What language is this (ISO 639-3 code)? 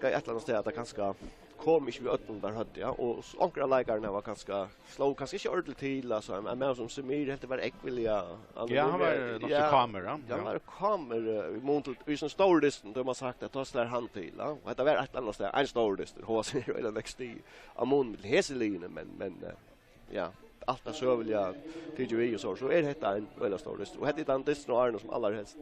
fao